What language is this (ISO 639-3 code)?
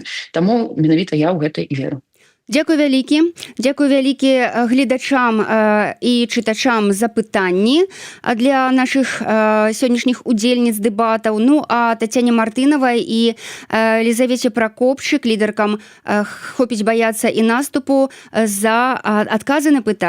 bel